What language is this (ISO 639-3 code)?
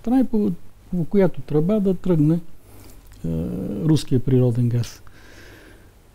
bul